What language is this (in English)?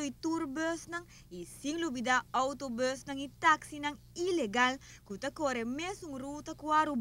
Papiamento